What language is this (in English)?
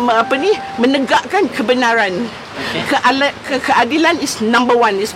Malay